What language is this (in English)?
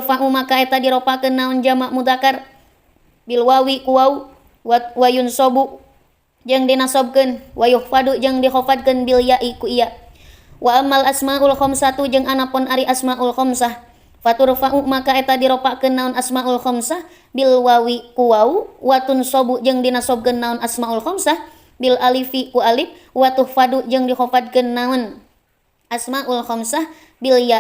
Sundanese